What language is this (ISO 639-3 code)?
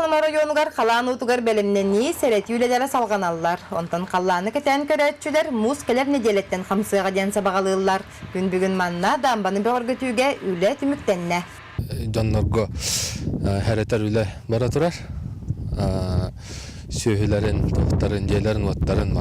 sah